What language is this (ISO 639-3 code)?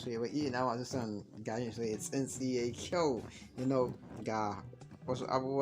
hau